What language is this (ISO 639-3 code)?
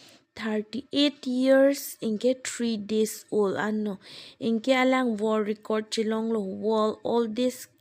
mjw